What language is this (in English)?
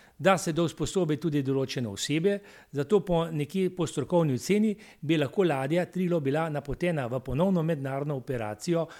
Slovenian